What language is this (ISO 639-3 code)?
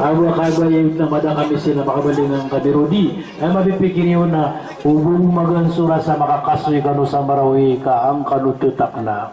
mrw